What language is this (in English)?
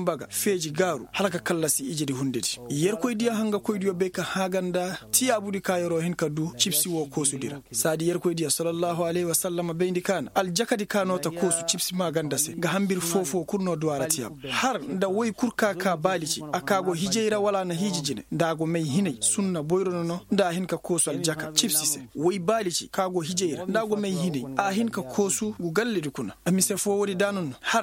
Koyraboro Senni